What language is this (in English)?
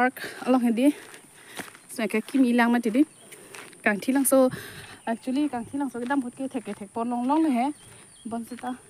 Karbi